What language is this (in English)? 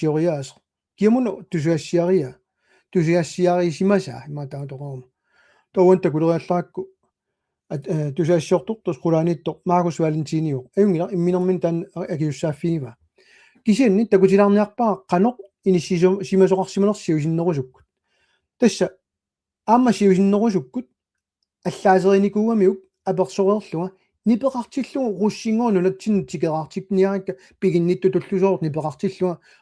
Kalaallisut